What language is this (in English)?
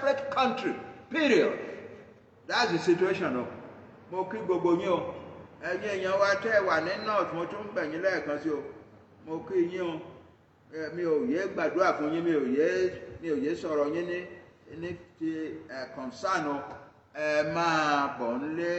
Yoruba